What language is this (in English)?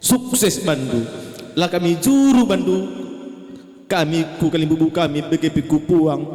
Batak Karo